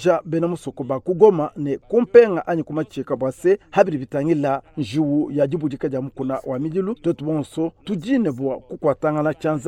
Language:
Luba-Lulua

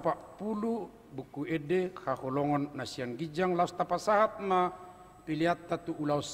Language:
Batak Toba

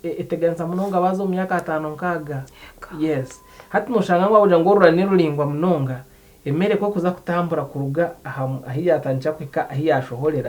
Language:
Nyankole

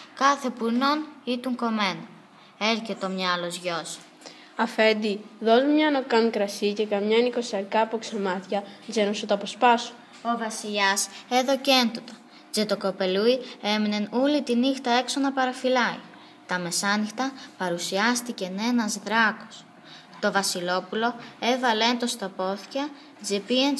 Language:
Greek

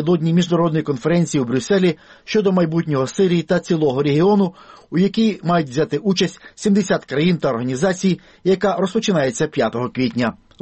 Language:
Ukrainian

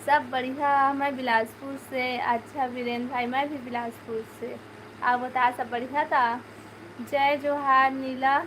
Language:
Chhattisgarhi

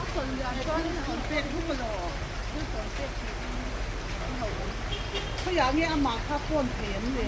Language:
Mizo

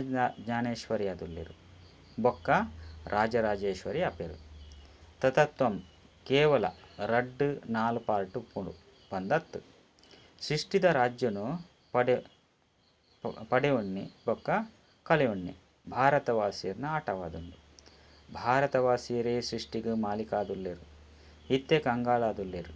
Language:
Tulu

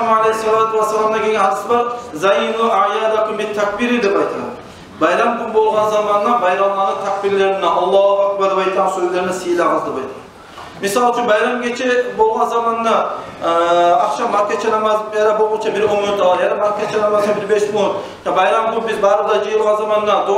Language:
Kumyk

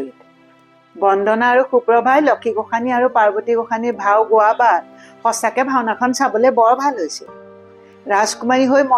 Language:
Assamese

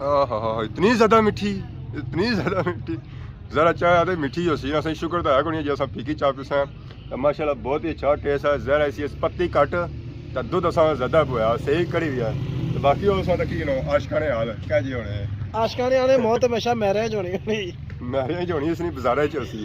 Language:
Pahari-Potwari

